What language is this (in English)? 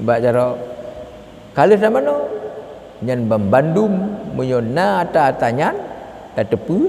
Achinese